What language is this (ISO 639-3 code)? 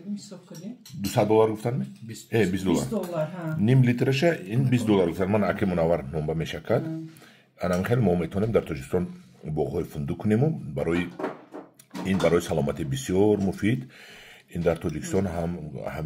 tgk